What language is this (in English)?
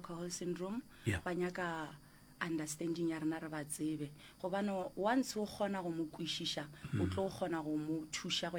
Northern Sotho